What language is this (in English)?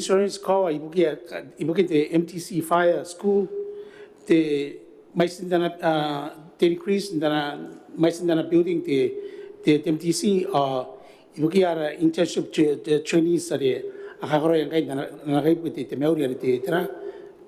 Gilbertese